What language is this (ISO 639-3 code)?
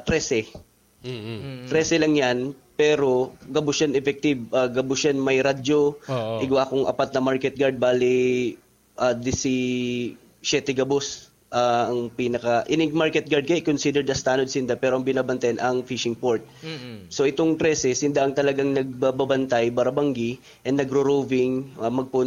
bik